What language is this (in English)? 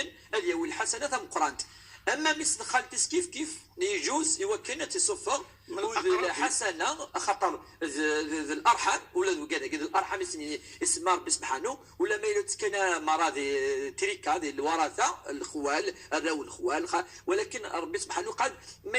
Kabyle